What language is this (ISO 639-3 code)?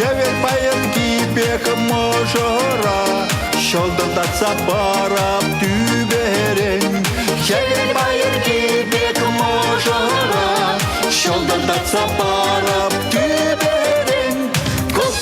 chv